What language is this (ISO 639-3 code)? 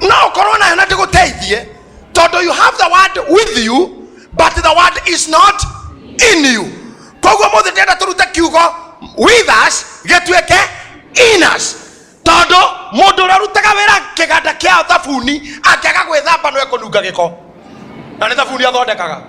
kik